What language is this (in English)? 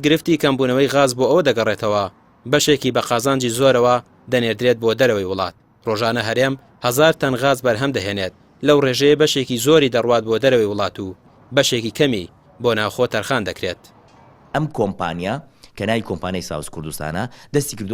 Central Kurdish